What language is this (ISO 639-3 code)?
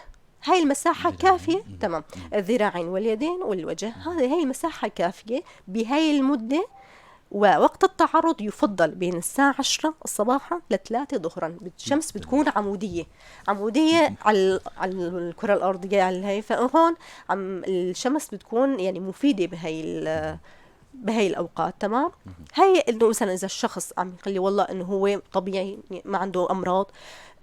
apc